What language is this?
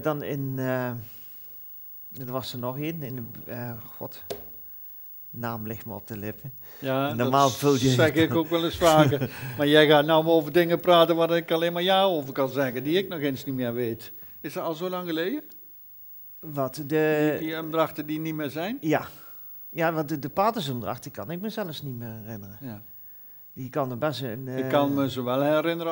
Dutch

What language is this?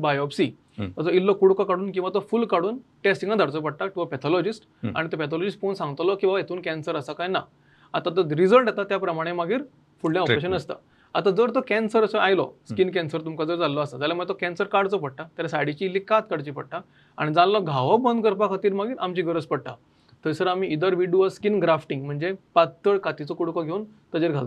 Konkani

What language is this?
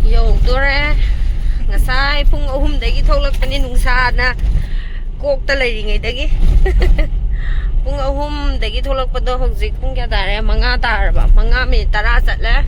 Manipuri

